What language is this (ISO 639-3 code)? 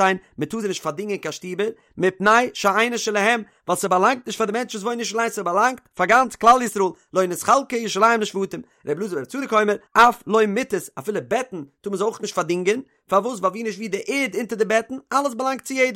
yid